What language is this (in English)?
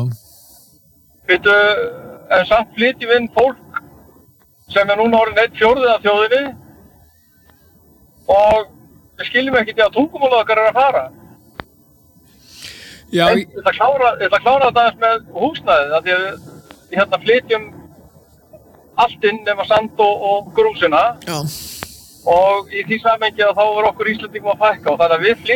Icelandic